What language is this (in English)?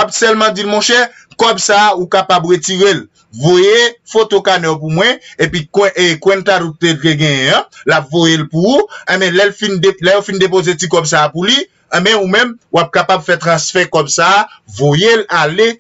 Haitian Creole